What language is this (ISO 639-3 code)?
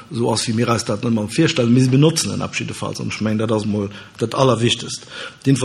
ltz